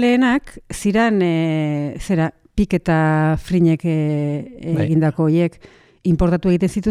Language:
Basque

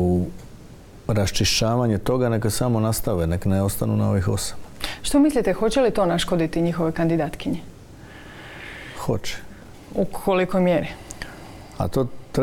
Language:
Croatian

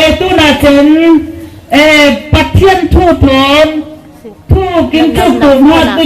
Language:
Falam Chin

